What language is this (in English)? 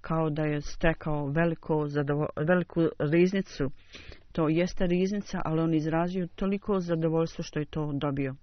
Bosnian